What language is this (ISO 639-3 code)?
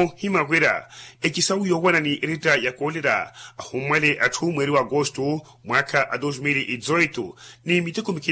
vmw